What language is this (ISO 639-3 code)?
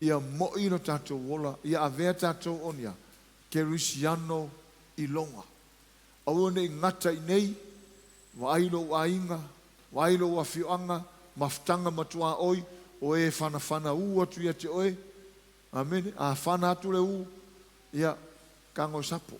smo